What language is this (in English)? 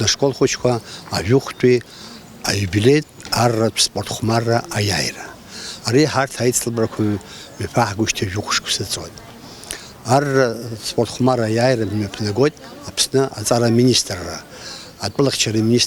Abkhazian